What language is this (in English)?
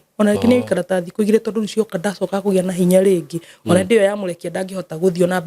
Kikuyu